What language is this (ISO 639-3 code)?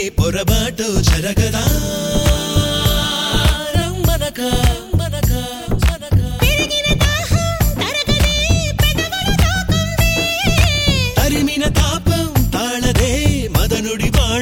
tel